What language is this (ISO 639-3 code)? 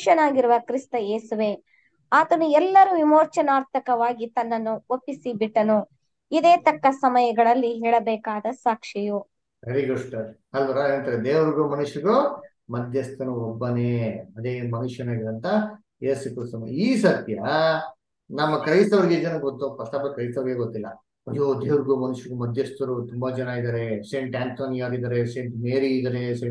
kan